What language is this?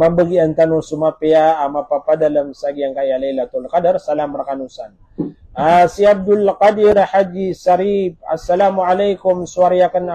Maranao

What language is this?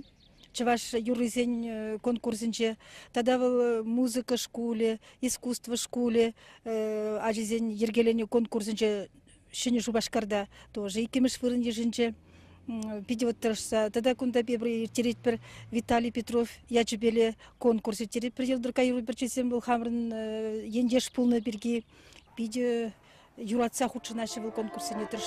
Chuvash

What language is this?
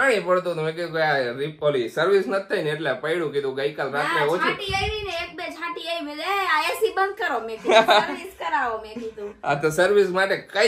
Gujarati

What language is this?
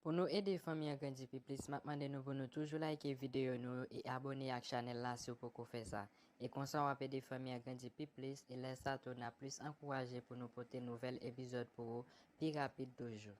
Haitian Creole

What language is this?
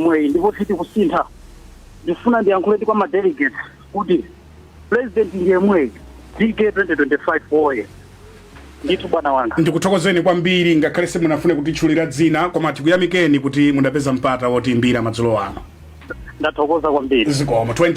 Nyanja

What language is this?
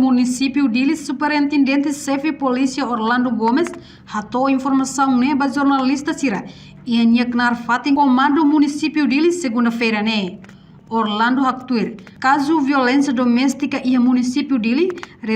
Tetum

